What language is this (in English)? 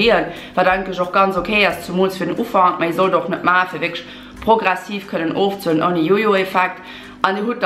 Luxembourgish